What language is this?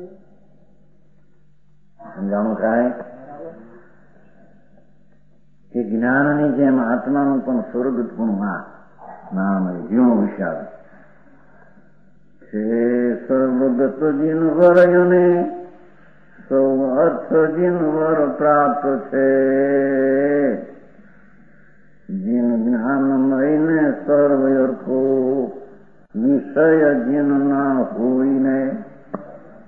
Gujarati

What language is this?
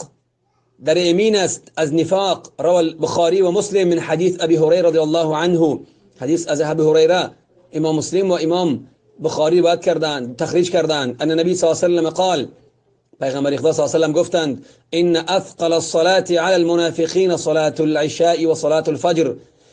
Tajik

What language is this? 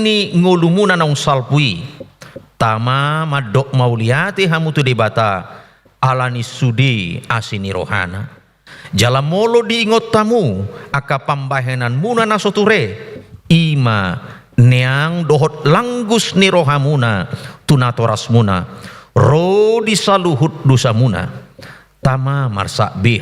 Batak Toba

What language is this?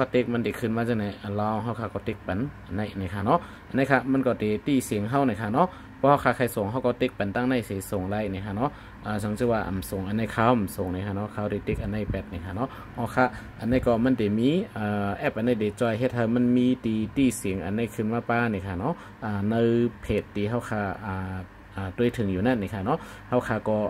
Shan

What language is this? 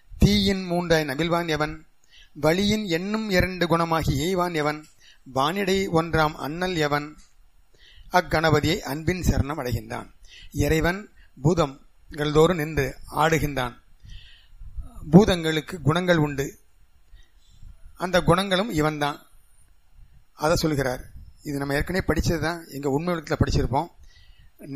Tamil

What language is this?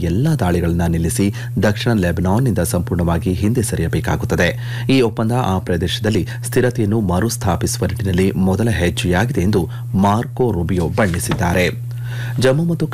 Kannada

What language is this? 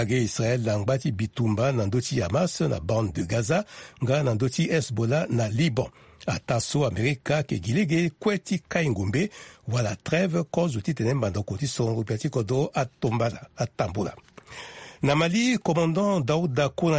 Sango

